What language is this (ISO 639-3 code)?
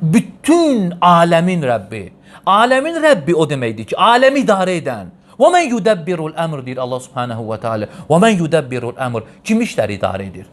aze